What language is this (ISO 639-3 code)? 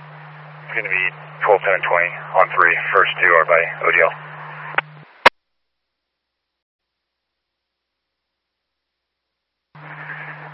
eng